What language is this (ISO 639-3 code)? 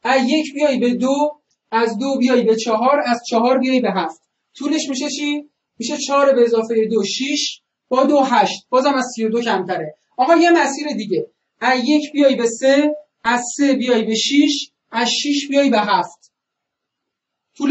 fas